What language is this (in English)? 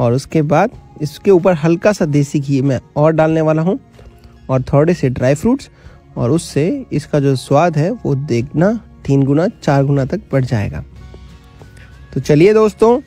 Hindi